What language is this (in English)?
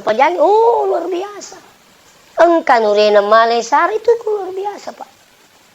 Buginese